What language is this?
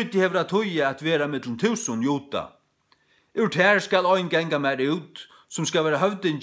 Faroese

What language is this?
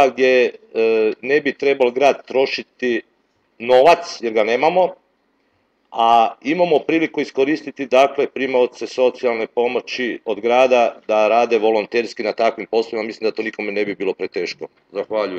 Croatian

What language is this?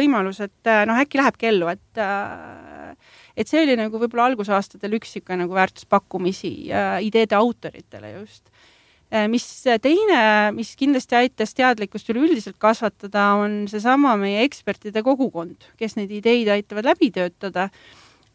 Estonian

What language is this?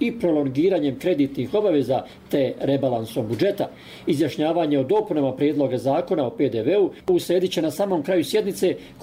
Bosnian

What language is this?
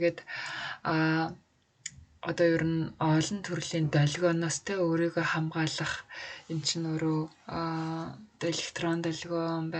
Mongolian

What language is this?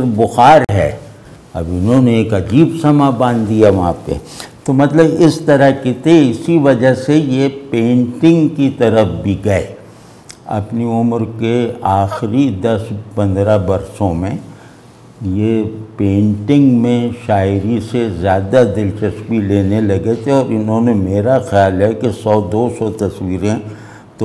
Urdu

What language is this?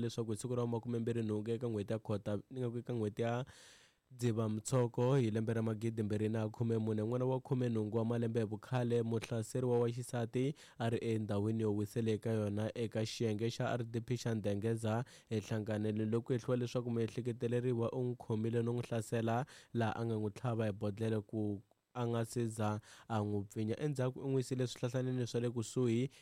Tsonga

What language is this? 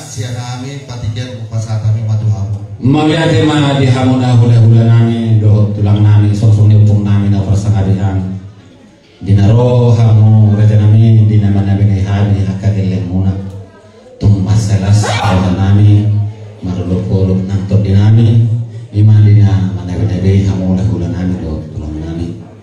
Batak Toba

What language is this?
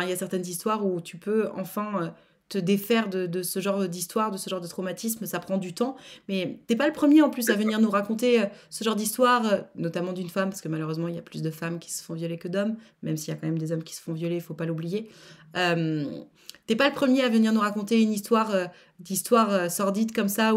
French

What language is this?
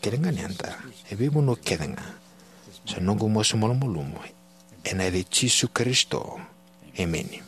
Fijian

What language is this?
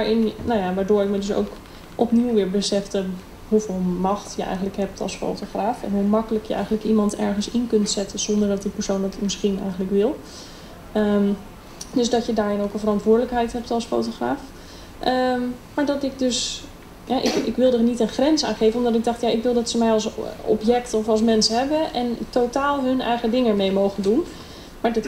Dutch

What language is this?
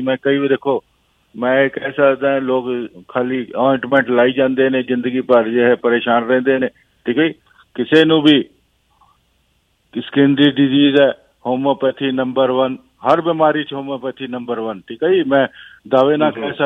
Punjabi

